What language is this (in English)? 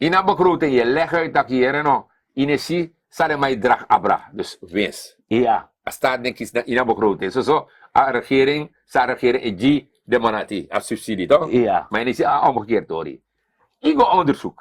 Sranan Tongo